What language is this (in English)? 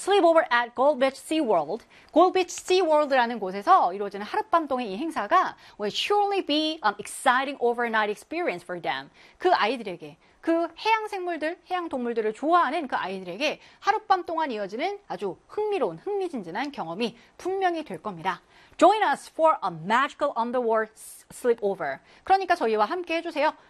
Korean